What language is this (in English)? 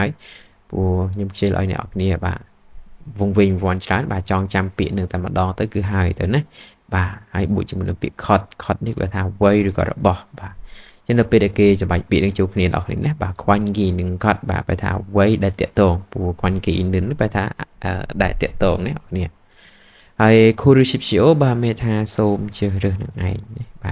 Khmer